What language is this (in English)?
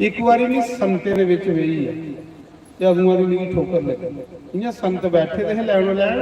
Dogri